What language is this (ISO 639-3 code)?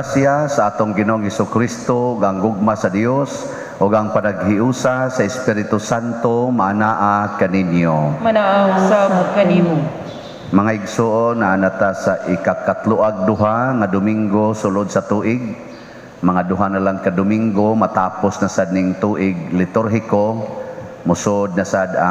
ceb